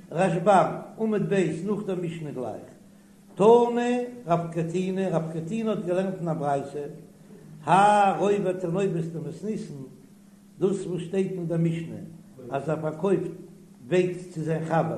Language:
Yiddish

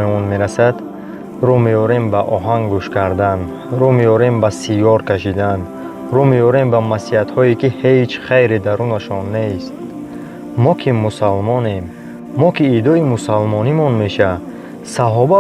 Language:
Tajik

